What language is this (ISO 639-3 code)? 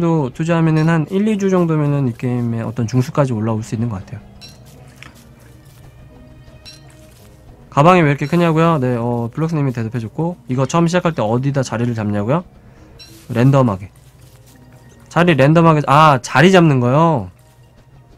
kor